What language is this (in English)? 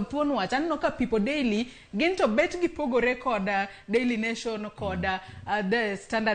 Luo (Kenya and Tanzania)